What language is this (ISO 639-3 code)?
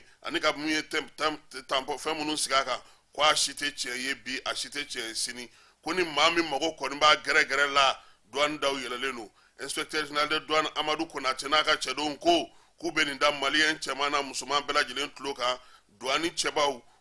bam